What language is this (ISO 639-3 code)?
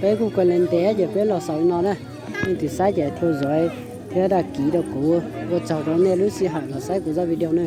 hmn